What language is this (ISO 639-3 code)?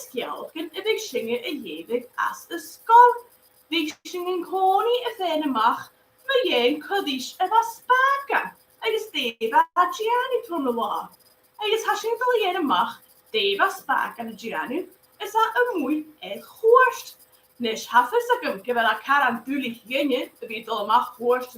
gla